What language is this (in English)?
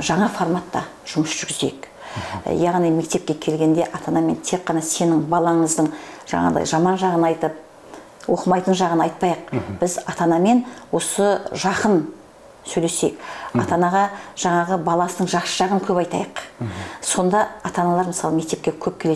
Kazakh